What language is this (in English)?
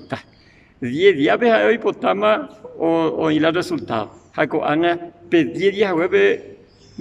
Guarani